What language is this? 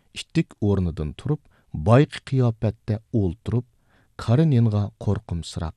Uyghur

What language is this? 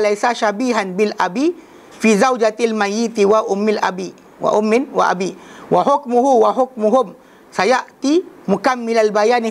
Malay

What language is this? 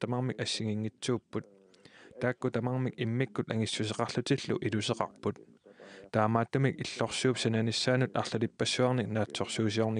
Kalaallisut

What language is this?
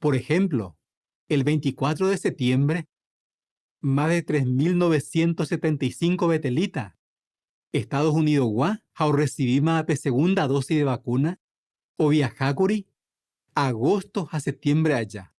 Guarani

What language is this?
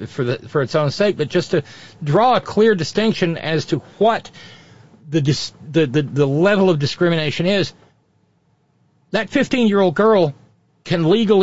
English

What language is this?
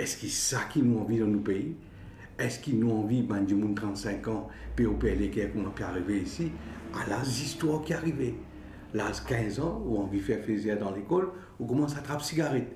Morisyen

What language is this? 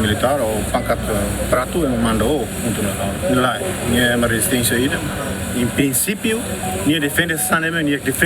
Tetum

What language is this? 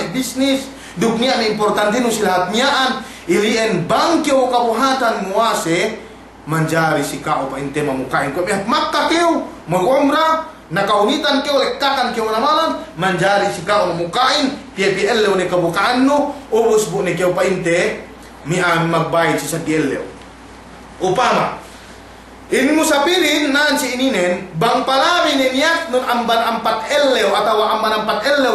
Yakan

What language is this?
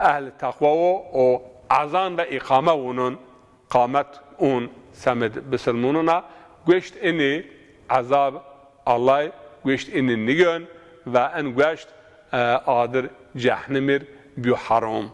Zaza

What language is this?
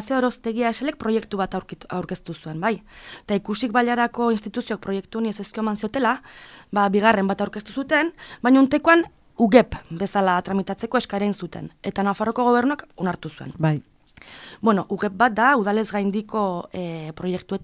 Basque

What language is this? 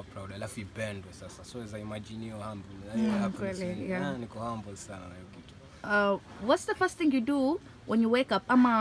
Swahili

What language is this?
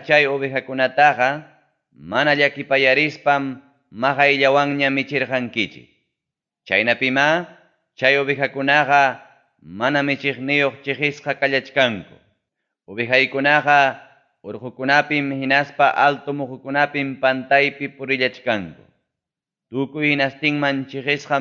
Ayacucho Quechua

